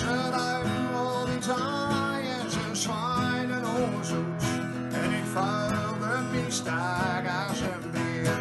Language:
Gronings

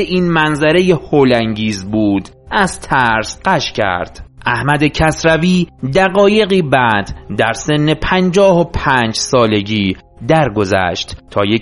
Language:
Persian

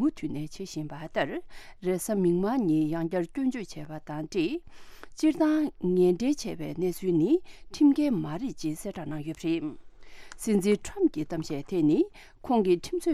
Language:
Tibetan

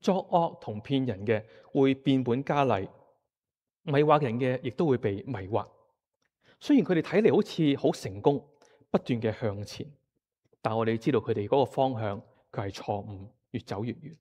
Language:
Cantonese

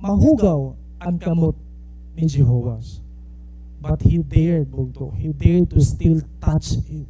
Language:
Waray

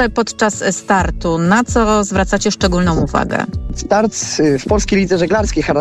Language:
Polish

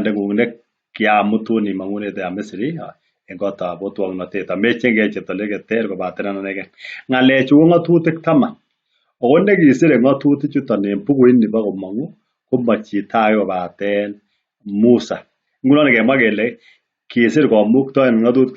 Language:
Kalenjin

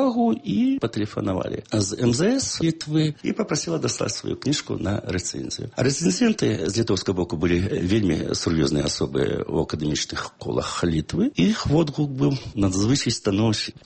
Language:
Belarusian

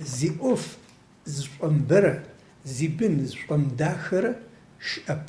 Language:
Adyghe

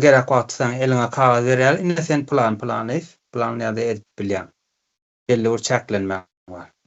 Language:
Turkmen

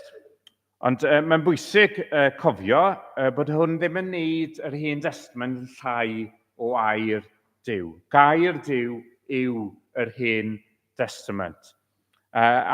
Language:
Welsh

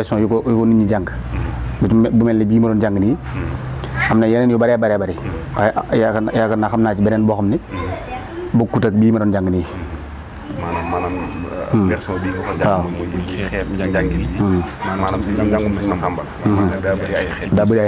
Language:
Wolof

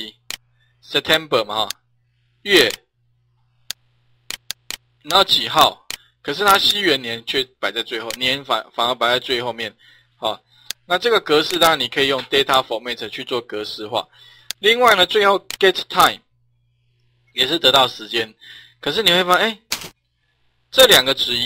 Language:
Chinese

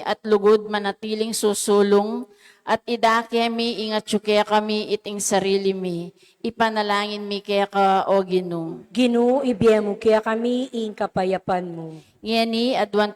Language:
Pampanga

